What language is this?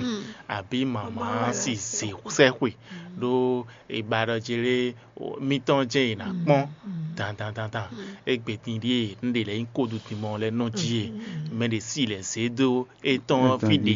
Fon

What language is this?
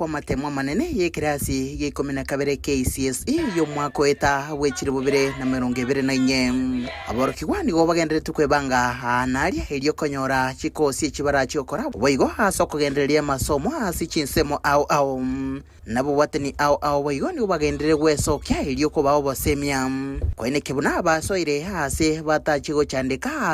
Gusii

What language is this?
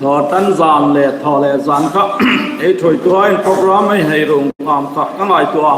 Hmar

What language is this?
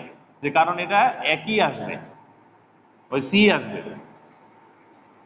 Bangla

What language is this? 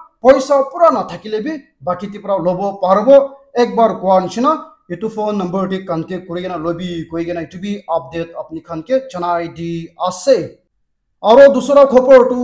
Naga Pidgin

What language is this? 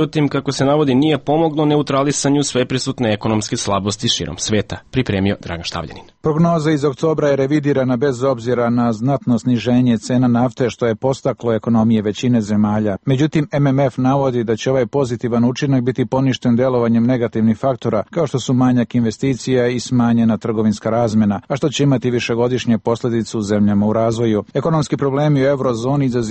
Serbian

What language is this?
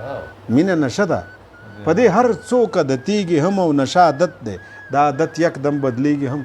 Pashto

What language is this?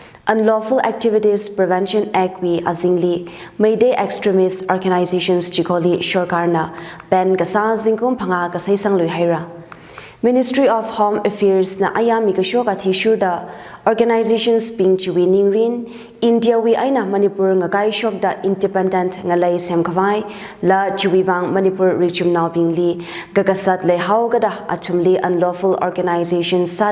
Tangkhul Naga (India)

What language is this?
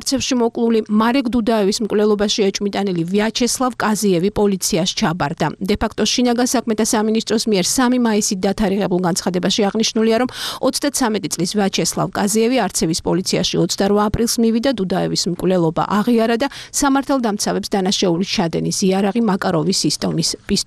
Georgian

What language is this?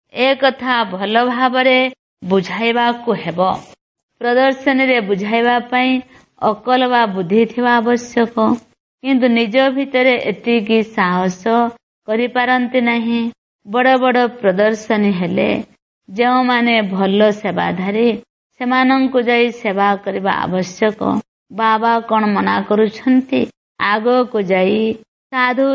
Odia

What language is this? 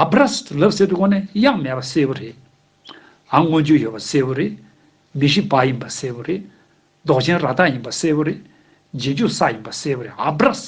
Tibetan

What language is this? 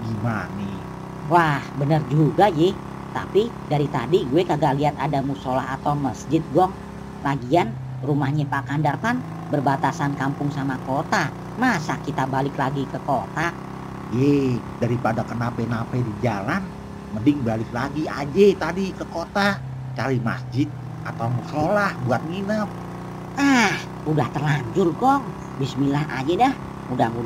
Betawi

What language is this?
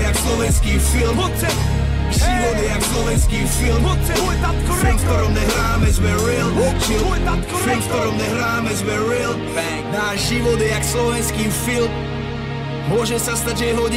Slovak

